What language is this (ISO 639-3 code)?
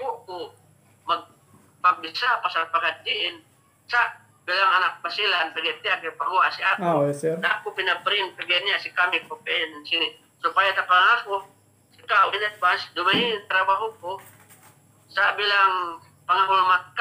yka